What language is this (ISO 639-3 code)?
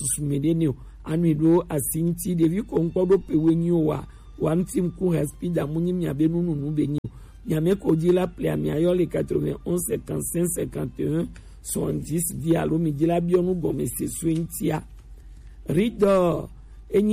gej